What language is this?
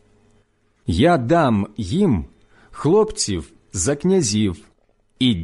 Ukrainian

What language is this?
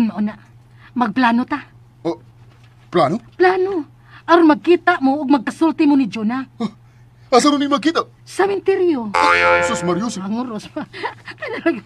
Cebuano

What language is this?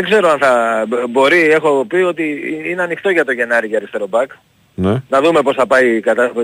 Greek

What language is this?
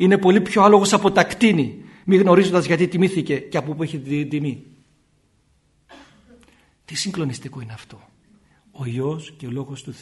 Greek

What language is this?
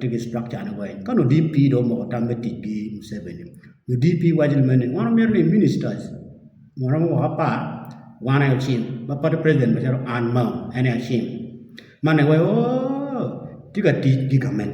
Acoli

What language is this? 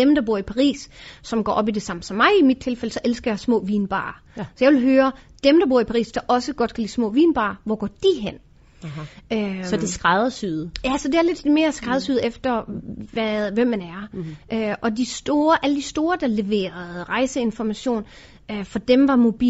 Danish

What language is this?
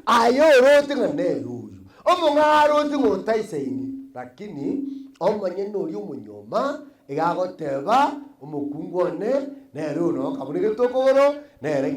Gusii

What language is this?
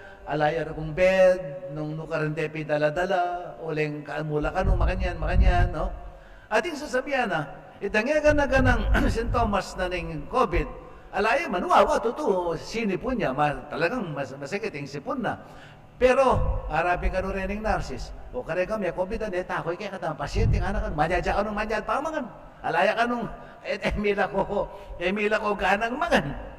Pampanga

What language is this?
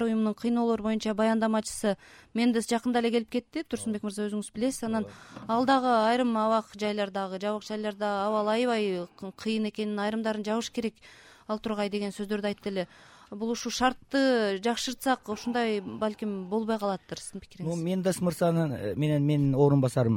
Kyrgyz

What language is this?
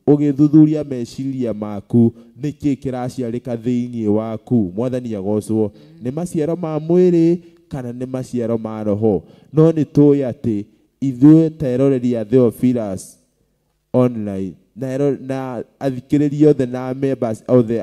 Kikuyu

